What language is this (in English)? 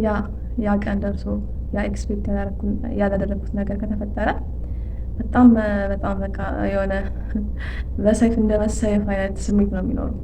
Amharic